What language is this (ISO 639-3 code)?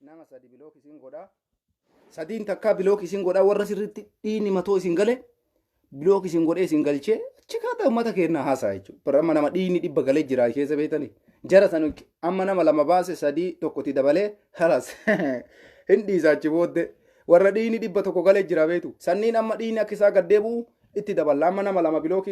orm